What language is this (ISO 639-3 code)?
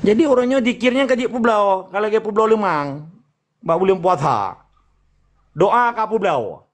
ace